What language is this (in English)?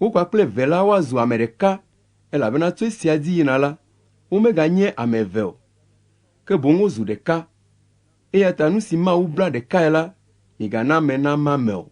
Ewe